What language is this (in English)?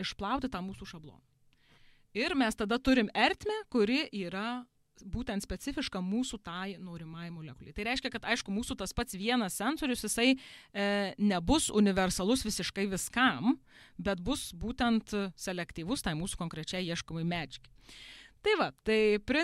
Lithuanian